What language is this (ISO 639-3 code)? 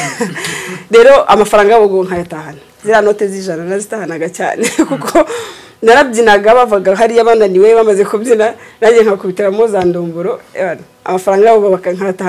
kin